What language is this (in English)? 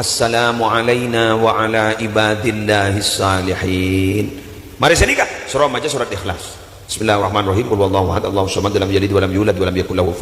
Madurese